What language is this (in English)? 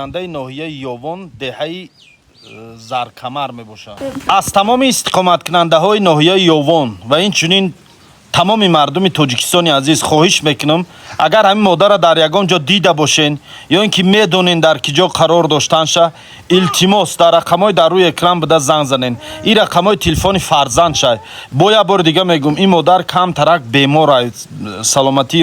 Tajik